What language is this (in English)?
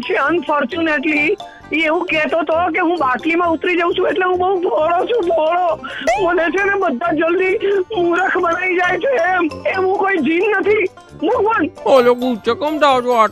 Gujarati